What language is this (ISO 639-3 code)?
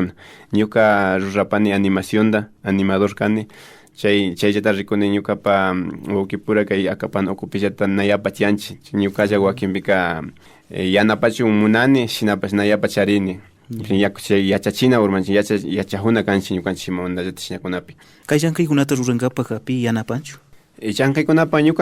qvi